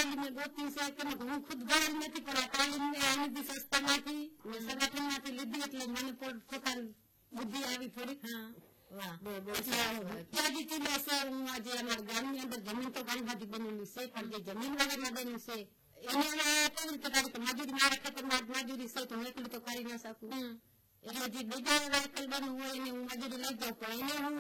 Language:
Gujarati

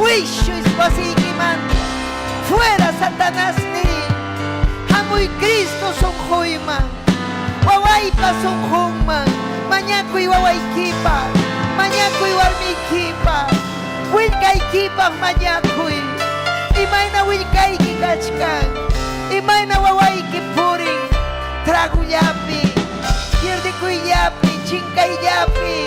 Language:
Ayacucho Quechua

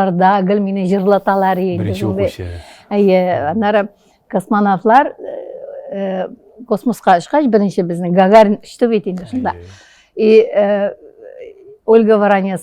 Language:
Tatar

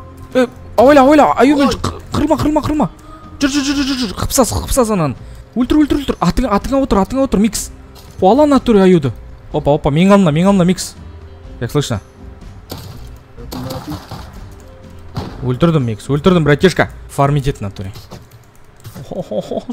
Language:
Kazakh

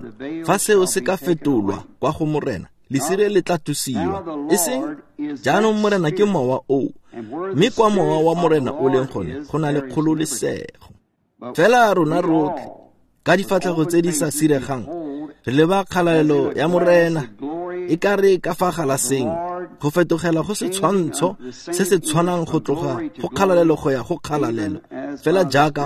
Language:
Tswana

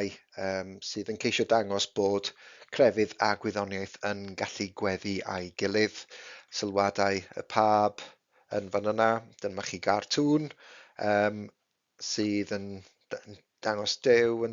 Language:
Welsh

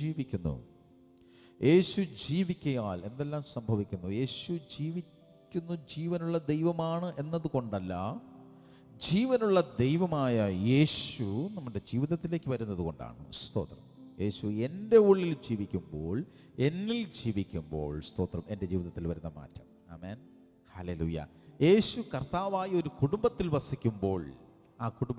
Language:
Malayalam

